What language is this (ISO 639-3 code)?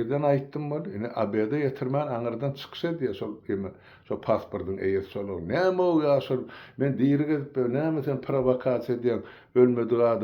tuk